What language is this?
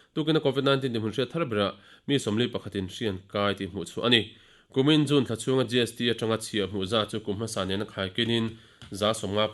Mizo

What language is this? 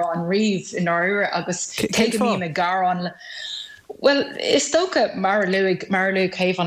Irish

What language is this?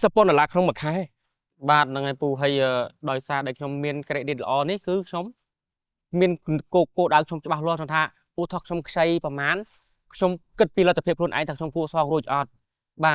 Khmer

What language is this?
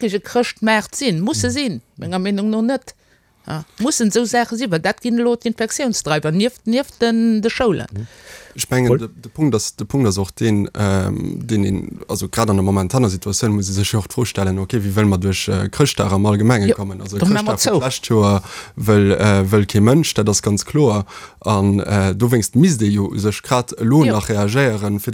Luxembourgish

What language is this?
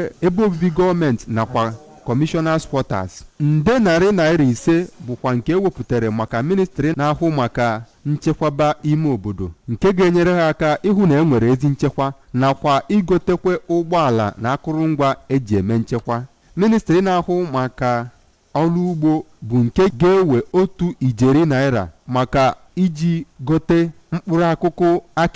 Igbo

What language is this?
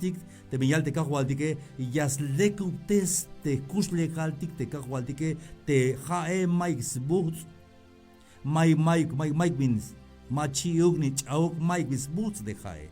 Tzeltal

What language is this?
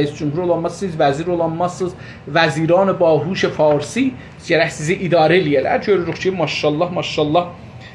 South Azerbaijani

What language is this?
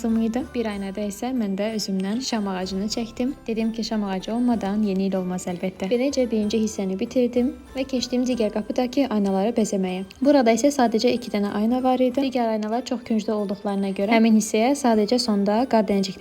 Azerbaijani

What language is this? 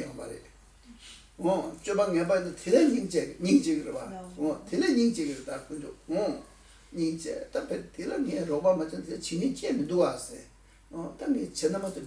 Tibetan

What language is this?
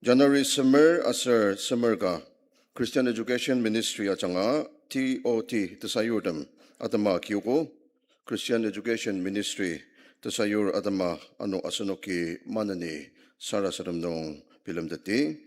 Ao Naga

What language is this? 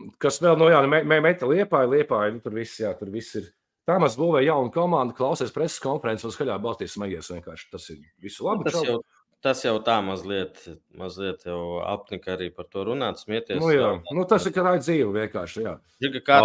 Latvian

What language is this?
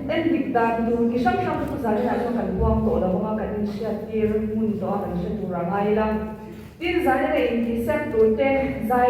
Mizo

